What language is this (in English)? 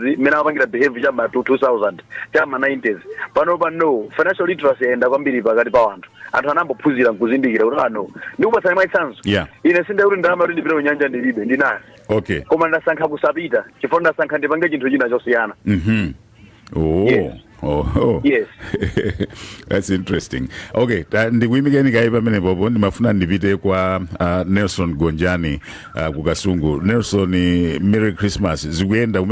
Nyanja